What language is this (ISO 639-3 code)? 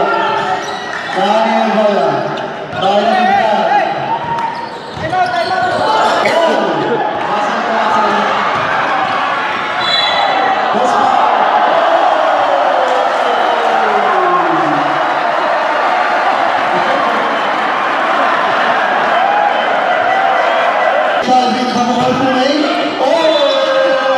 fil